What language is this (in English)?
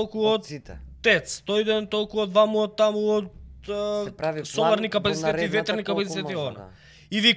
Macedonian